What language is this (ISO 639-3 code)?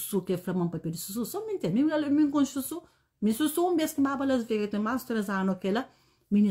kea